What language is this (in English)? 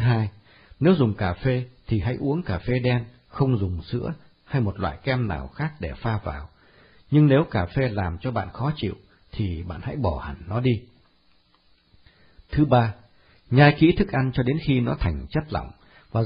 Vietnamese